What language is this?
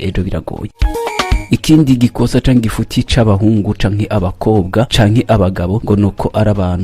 Rundi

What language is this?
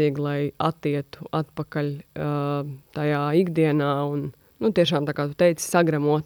Latvian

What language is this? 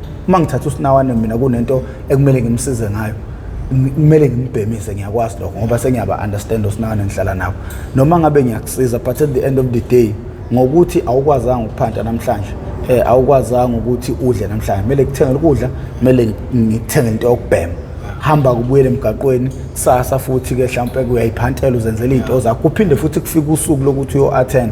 Zulu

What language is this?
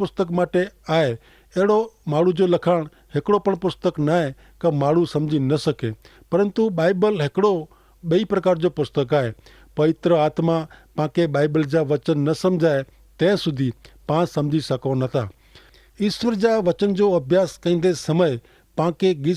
Kachhi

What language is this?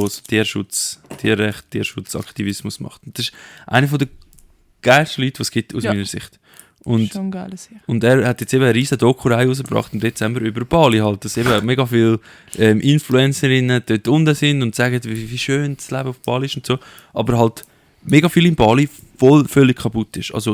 Swiss German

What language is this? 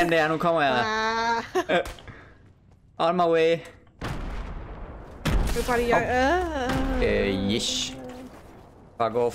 Danish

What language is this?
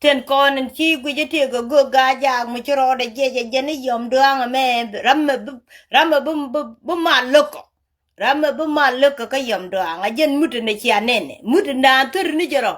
Nuer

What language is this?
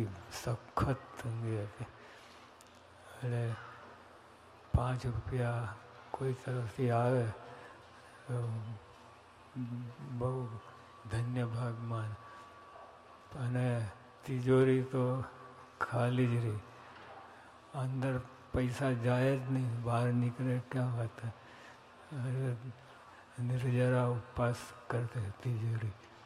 Gujarati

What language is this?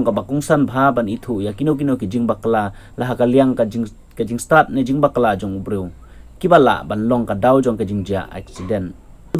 Khasi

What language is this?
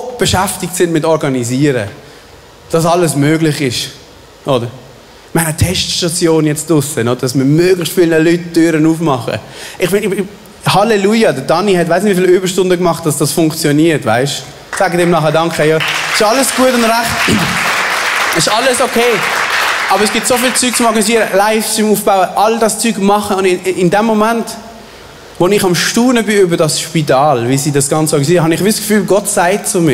Swiss German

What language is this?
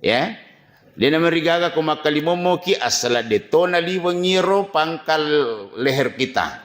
Buginese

